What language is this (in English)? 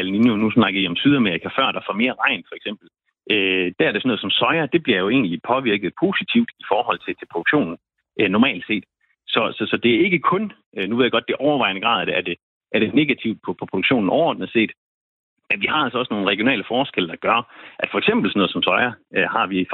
Danish